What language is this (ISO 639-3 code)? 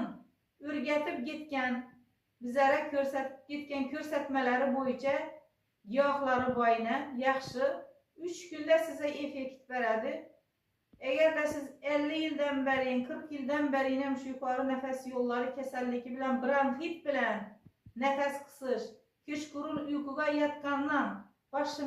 uzb